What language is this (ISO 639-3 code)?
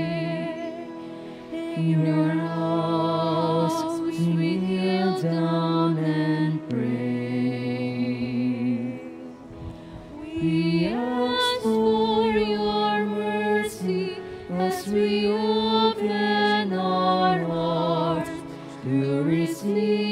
fil